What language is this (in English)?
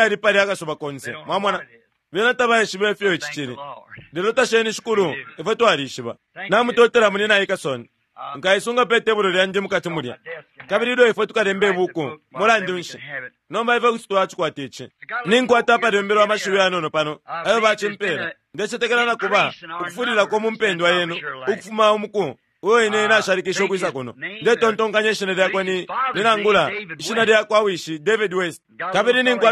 Bemba